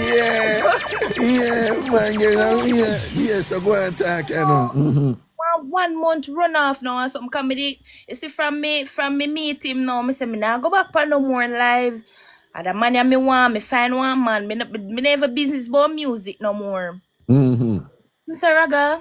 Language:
Jamaican Creole English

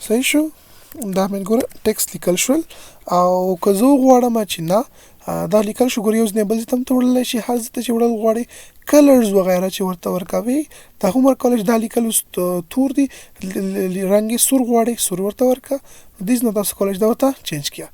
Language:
Pashto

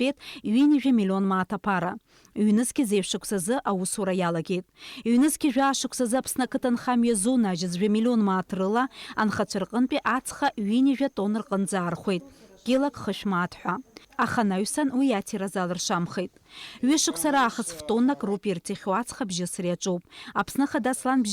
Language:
Abkhazian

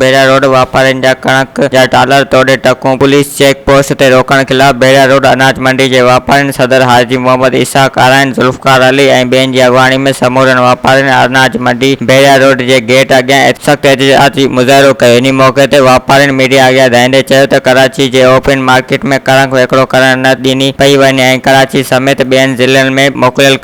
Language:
Sindhi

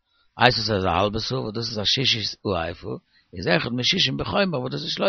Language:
Yiddish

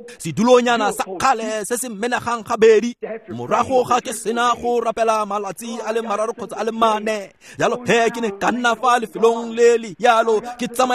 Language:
Tswana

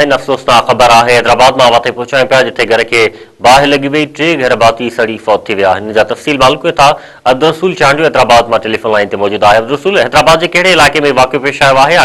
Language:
Sindhi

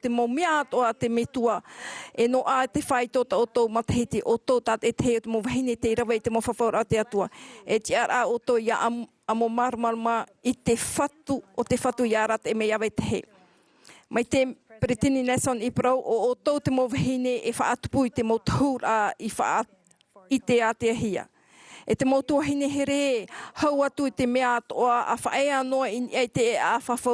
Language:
Tahitian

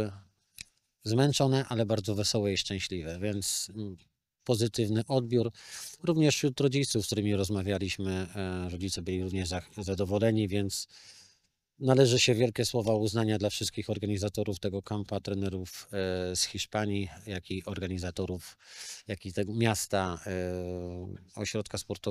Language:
Polish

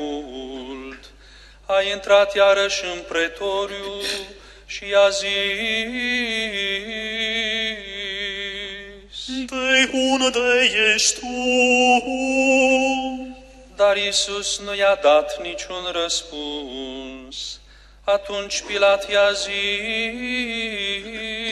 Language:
Romanian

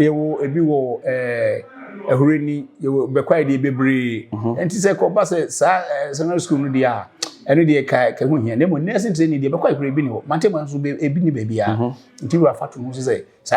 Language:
Akan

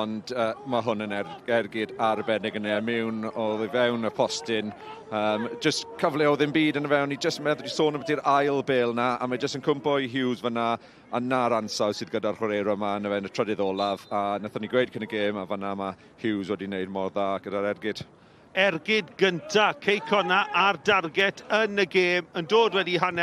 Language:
Welsh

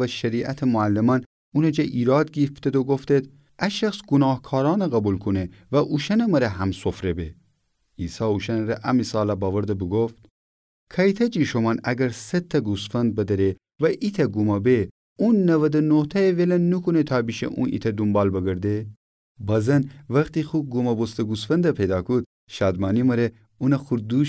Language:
Gilaki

